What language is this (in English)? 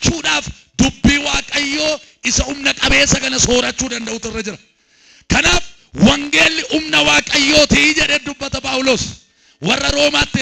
Oromo